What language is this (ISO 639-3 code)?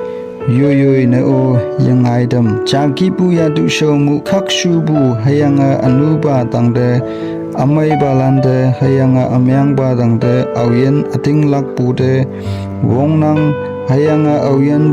nbe